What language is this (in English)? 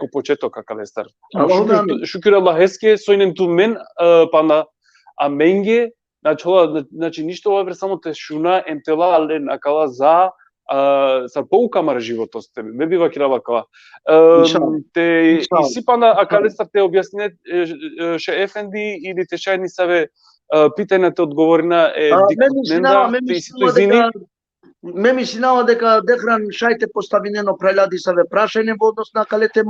Balkan Romani